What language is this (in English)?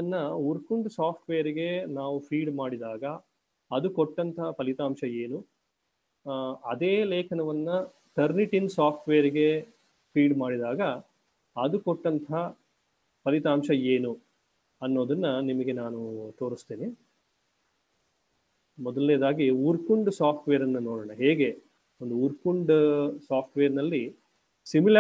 Kannada